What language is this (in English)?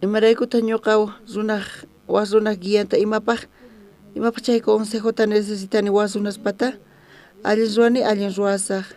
South Bolivian Quechua